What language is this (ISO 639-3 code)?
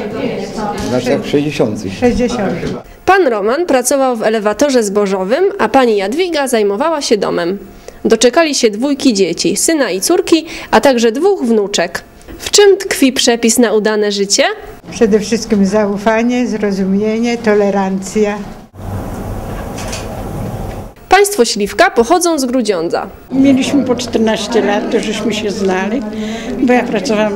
pol